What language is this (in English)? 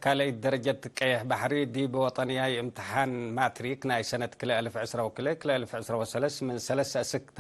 Tigre